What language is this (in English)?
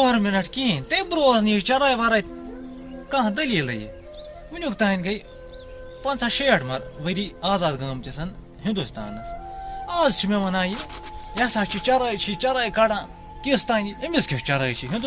Kashmiri